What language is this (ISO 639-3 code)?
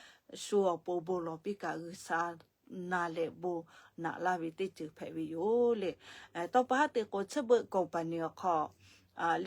lhu